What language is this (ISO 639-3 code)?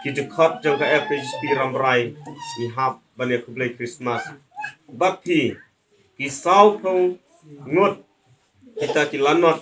kha